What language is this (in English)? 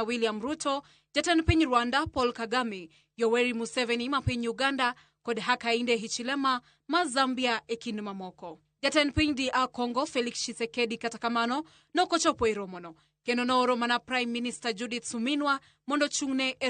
Luo (Kenya and Tanzania)